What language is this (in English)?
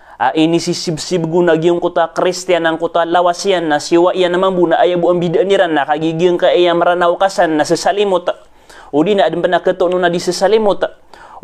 Maranao